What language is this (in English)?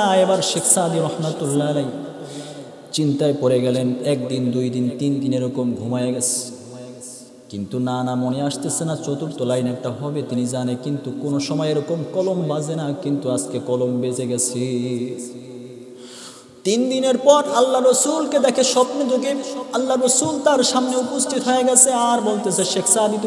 Bangla